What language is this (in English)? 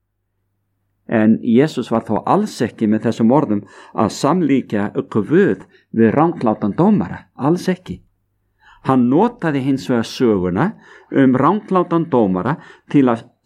Icelandic